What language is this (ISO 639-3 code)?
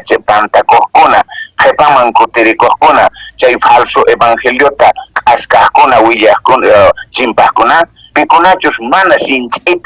que